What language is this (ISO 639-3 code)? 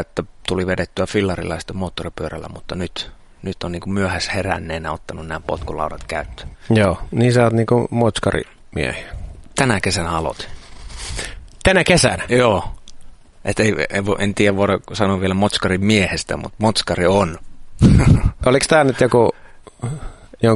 fin